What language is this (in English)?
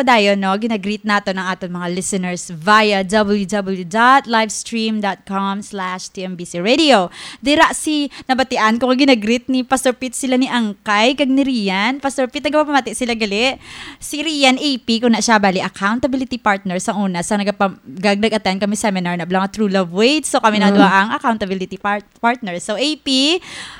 Hiligaynon